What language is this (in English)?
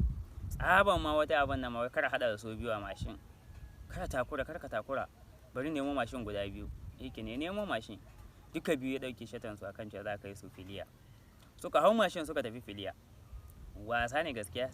Hausa